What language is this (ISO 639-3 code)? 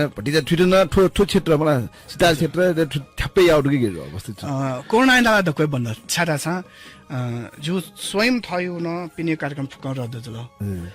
new